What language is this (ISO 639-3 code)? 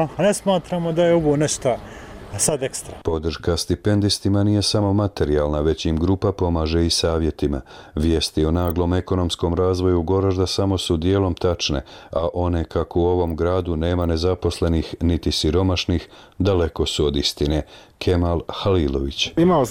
bos